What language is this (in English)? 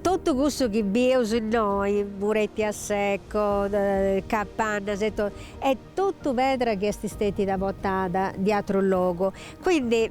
Sardinian